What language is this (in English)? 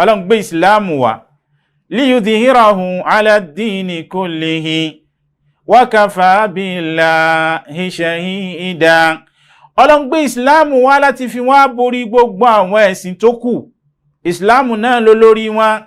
Yoruba